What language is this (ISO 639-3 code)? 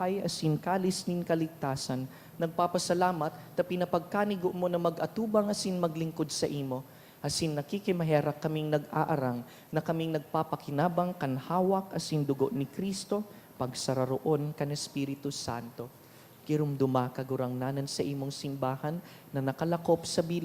bik